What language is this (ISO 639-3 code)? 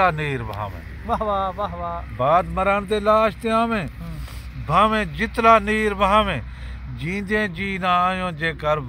skr